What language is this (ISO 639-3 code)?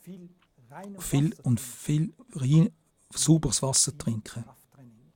gsw